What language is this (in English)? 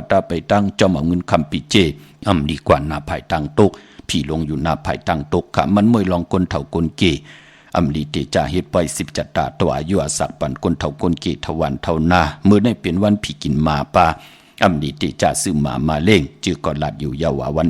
Shan